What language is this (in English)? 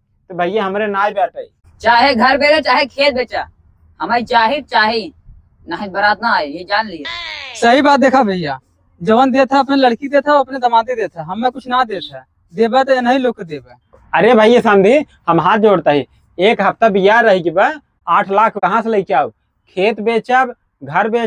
Awadhi